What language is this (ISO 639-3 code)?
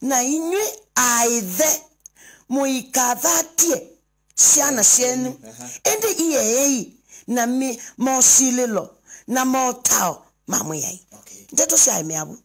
kam